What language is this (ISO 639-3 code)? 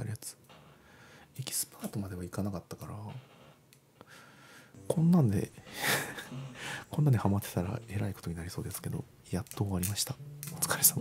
jpn